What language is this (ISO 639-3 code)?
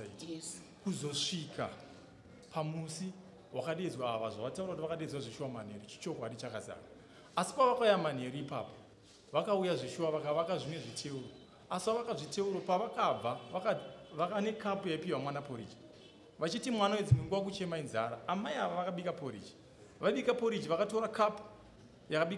sna